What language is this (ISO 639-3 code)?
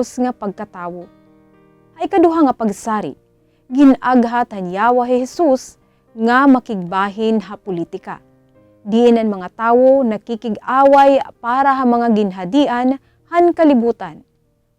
war